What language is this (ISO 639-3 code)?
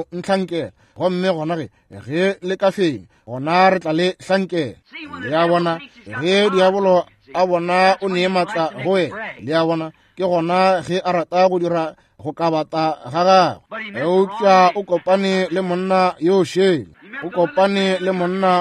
nso